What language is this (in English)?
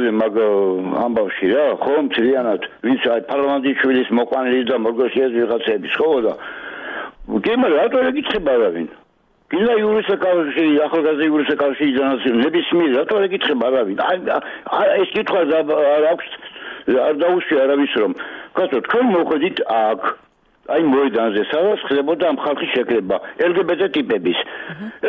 Georgian